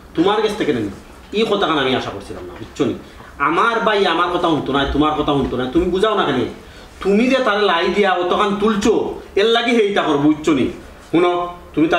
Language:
Sylheti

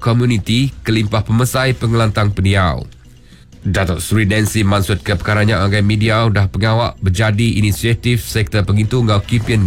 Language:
Iban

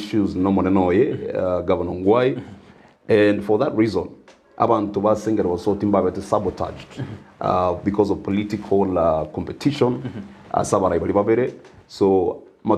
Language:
Gusii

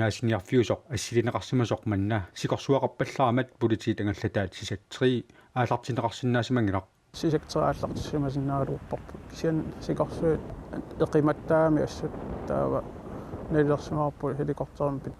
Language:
Kalaallisut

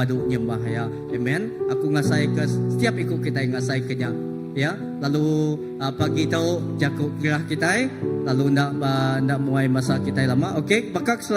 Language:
Iban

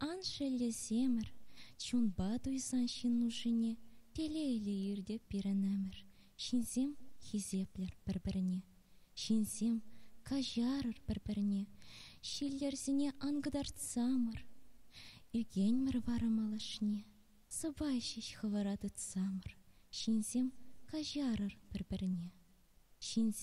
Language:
Chuvash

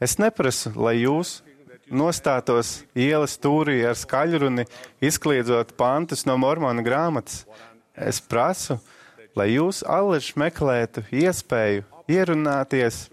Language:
Latvian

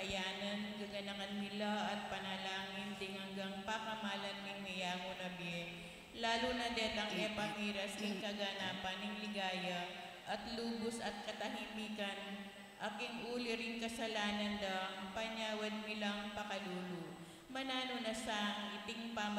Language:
Pampanga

